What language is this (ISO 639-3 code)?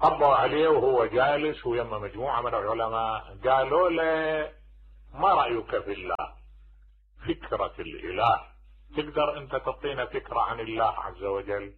acm